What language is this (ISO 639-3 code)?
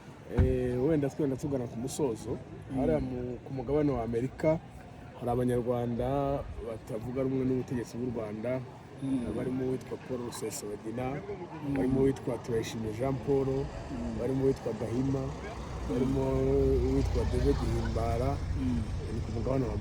kin